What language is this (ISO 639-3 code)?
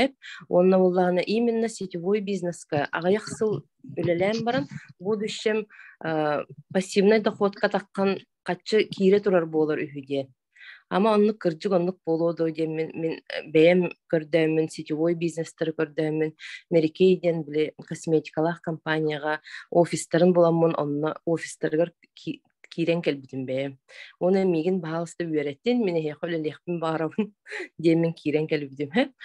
sah